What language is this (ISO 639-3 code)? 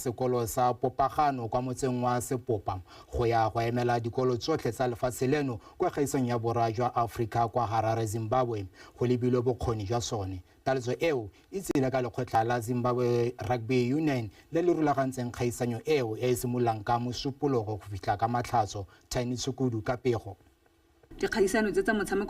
tsn